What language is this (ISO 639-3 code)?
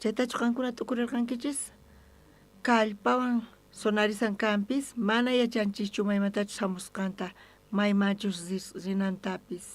quh